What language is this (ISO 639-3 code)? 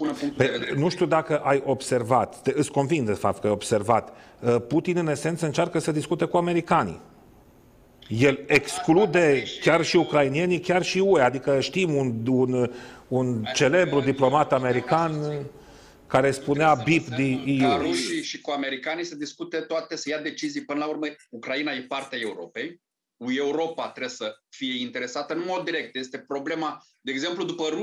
ron